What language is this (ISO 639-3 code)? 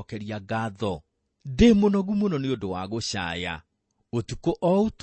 kik